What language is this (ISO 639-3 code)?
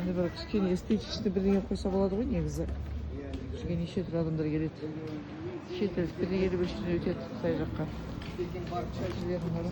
kaz